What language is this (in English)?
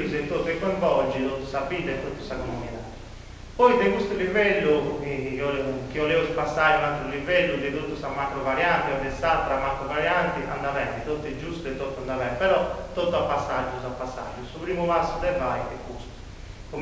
Sardinian